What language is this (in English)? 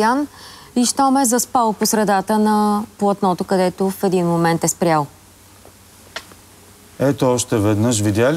Bulgarian